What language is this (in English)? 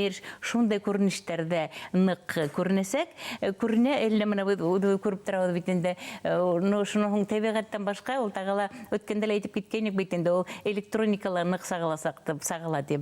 Bashkir